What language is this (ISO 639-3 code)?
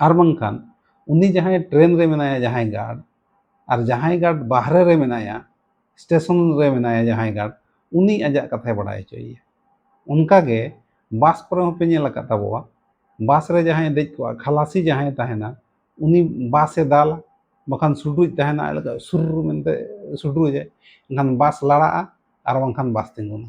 sat